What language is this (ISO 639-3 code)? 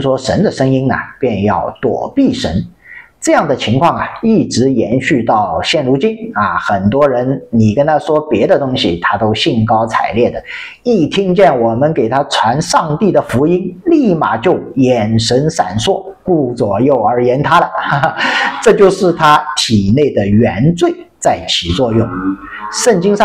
zho